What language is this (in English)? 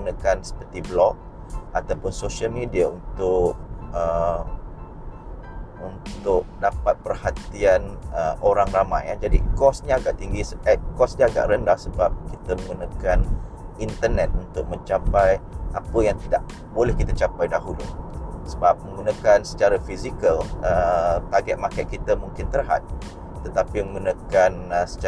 Malay